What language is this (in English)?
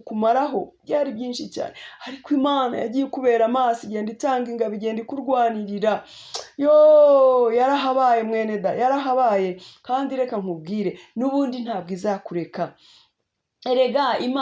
Kinyarwanda